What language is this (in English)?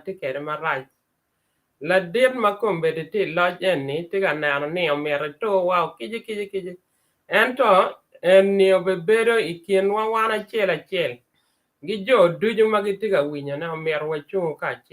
Acoli